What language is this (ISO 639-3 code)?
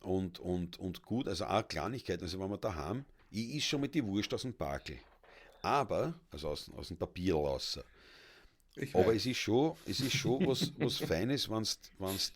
bar